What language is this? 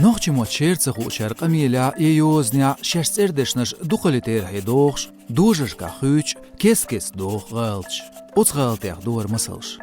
Chechen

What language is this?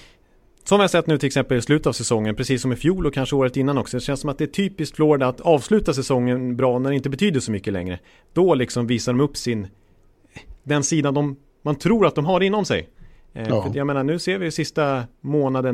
Swedish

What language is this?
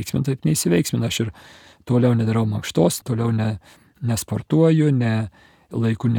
Lithuanian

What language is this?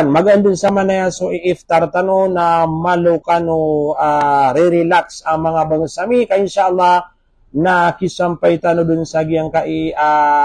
Maranao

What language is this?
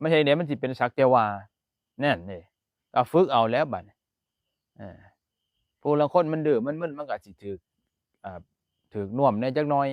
Northeastern Thai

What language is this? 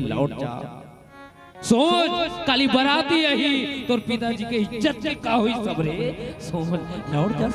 Chhattisgarhi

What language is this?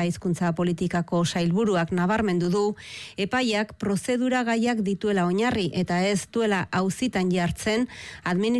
Basque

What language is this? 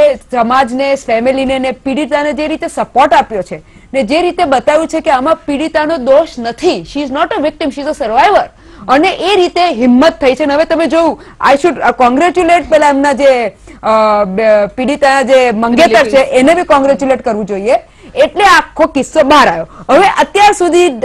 Gujarati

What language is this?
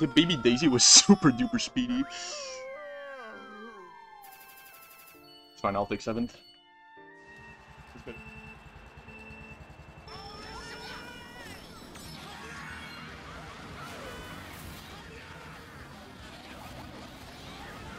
English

